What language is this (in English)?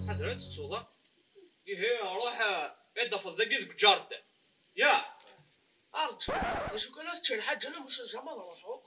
Kabyle